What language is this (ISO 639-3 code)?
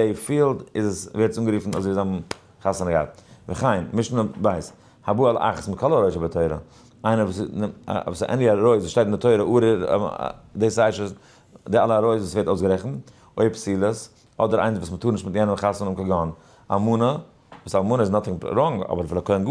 yid